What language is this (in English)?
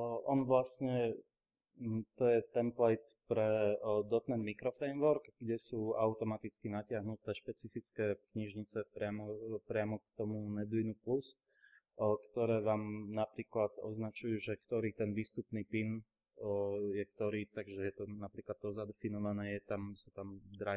Slovak